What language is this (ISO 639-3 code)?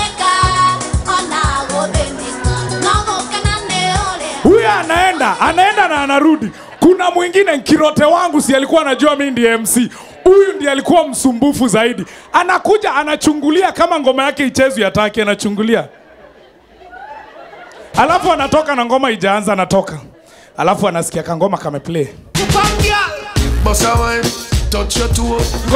swa